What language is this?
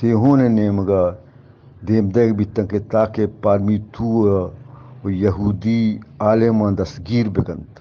Eastern Balochi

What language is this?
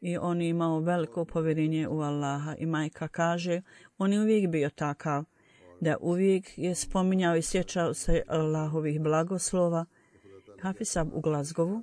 Bosnian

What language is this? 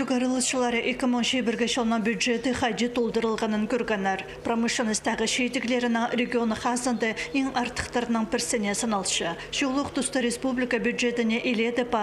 Khakas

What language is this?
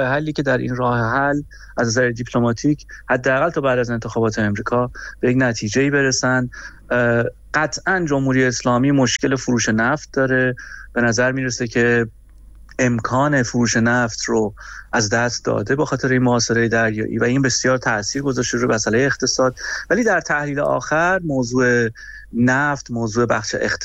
Persian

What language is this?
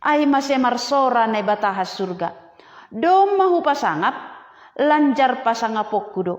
Batak Simalungun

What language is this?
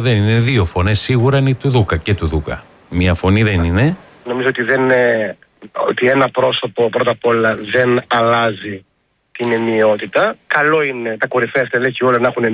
Greek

